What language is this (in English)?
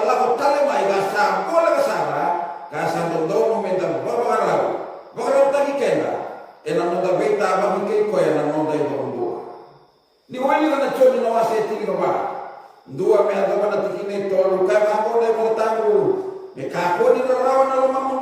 Fijian